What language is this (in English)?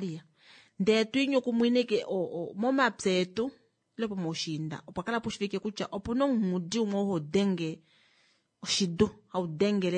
Kuanyama